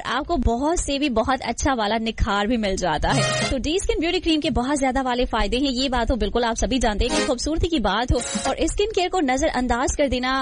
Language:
Hindi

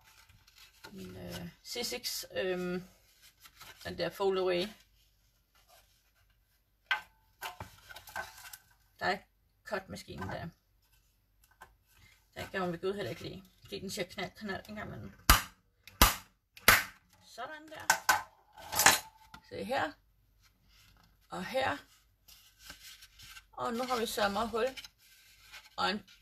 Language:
Danish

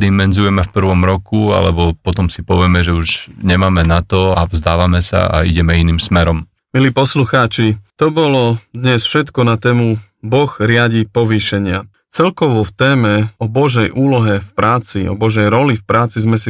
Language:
Slovak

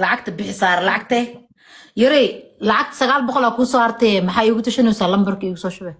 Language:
Somali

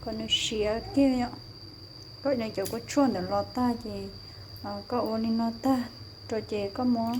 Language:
Hmong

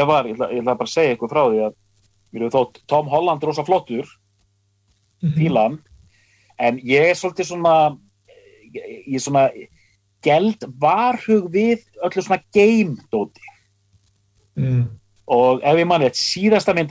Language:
Icelandic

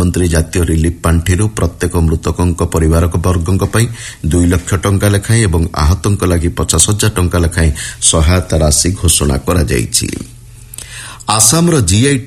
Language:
Odia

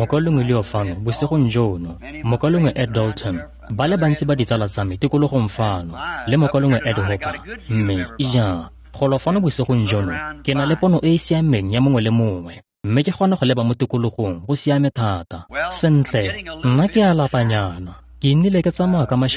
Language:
Tswana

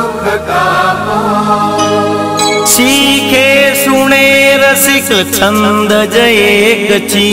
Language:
Gujarati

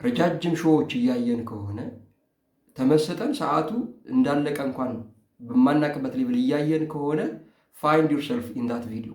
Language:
Amharic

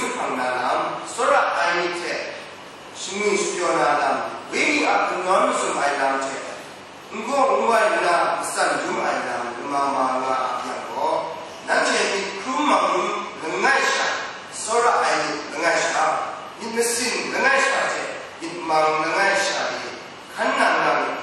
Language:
Kachin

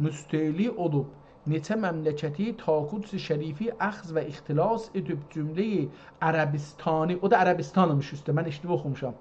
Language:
South Azerbaijani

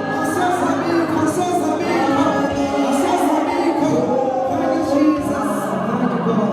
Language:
Xhosa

